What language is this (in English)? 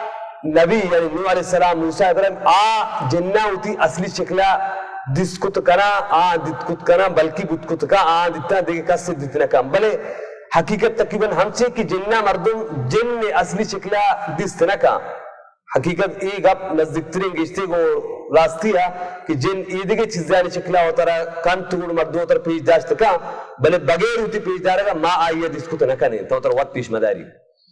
Baluchi